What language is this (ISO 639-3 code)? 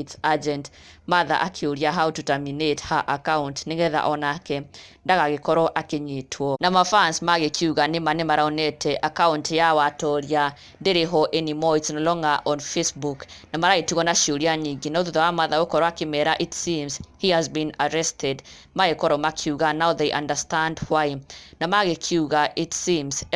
kik